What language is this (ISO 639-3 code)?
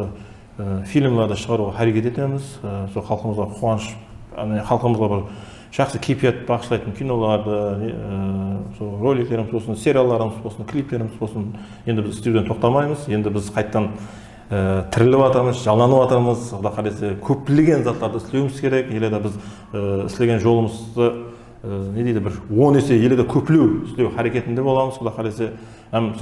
kaa